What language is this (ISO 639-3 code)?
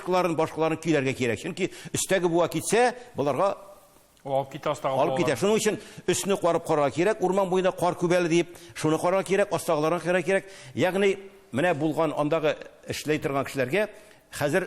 tat